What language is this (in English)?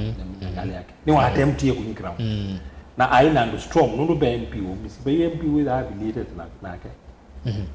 Kamba